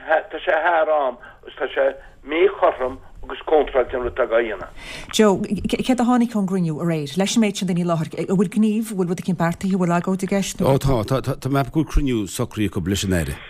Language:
Irish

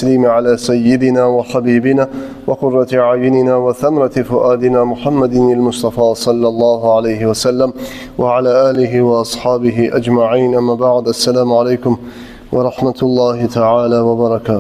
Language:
Kumyk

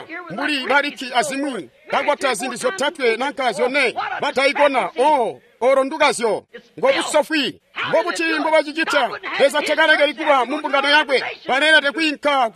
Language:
Tonga (Zambia)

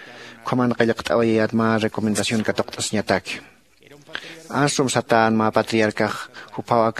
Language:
Aymara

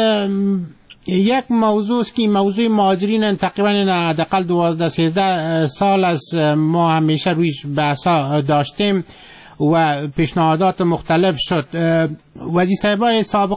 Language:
Persian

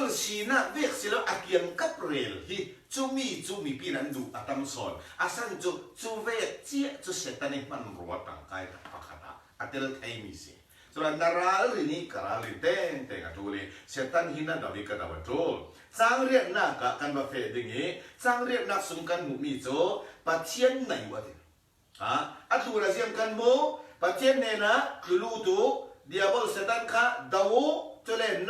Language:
Falam Chin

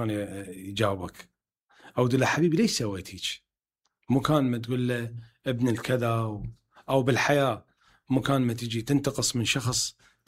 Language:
Mesopotamian Arabic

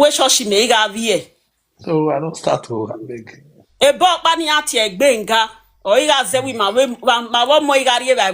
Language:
Nigerian Pidgin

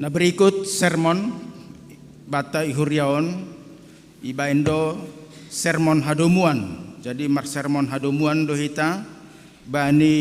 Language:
Batak Simalungun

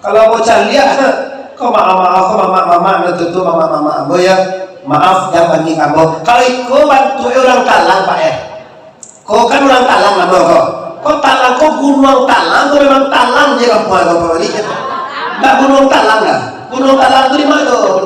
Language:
Minangkabau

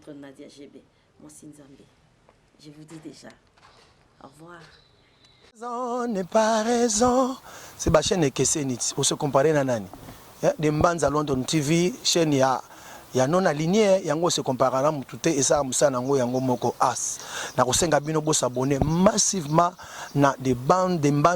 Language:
Lingala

